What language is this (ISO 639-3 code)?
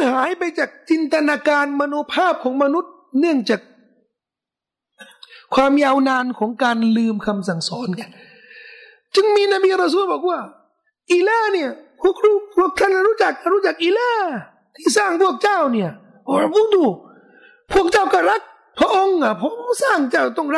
tha